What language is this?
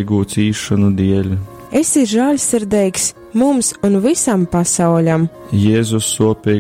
Latgalian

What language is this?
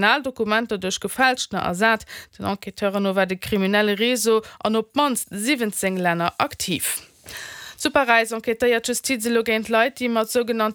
Luxembourgish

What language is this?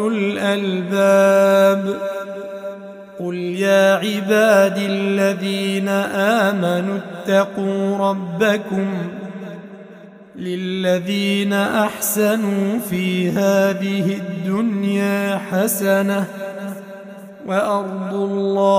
Arabic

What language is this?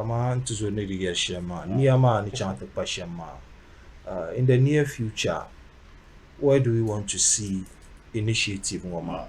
Dagbani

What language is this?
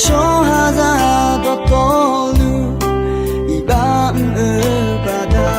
Akha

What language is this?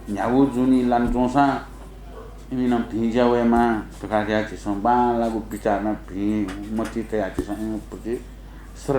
Newari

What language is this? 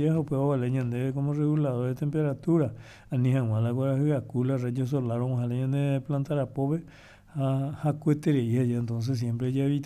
Guarani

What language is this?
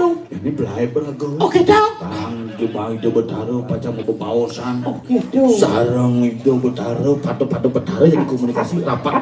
Balinese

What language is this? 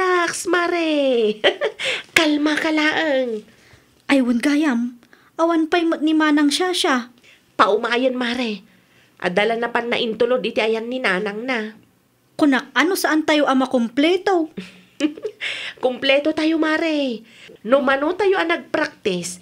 Iloko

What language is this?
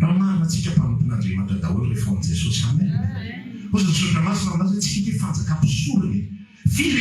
Malagasy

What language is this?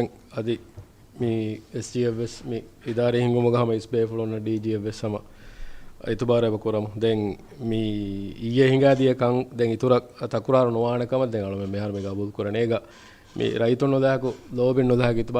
Divehi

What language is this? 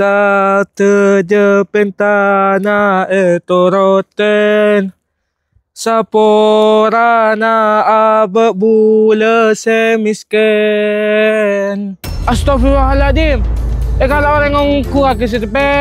Madurese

